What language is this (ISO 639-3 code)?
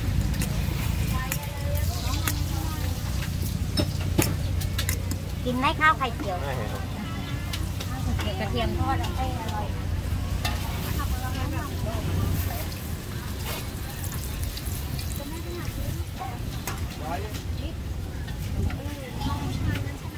tha